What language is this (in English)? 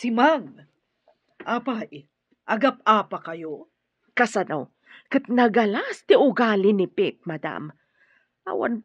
Iloko